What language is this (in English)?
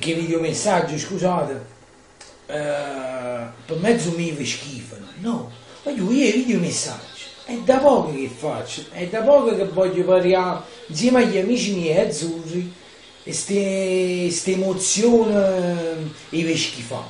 Neapolitan